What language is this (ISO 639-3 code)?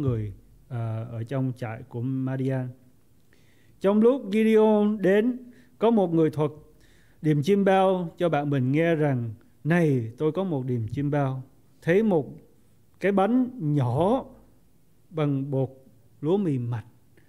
vie